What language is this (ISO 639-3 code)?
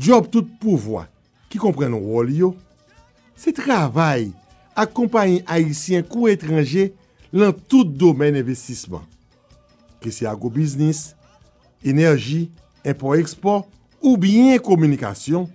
hat